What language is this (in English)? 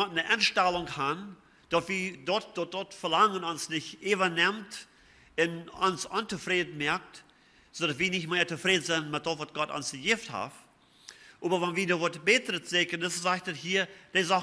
Plautdietsch